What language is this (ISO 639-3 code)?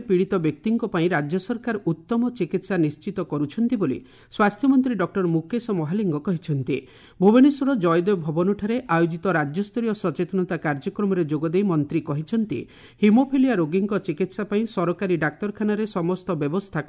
ori